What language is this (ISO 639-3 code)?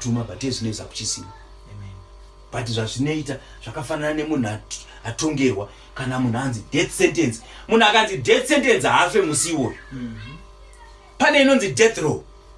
sna